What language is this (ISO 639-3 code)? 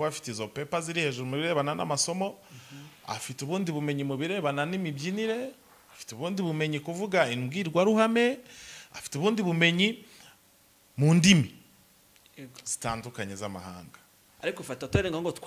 kin